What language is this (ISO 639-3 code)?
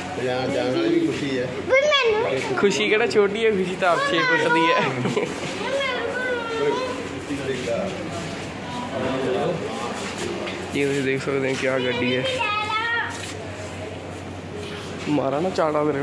pan